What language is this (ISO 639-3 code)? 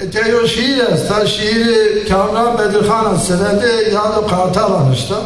zza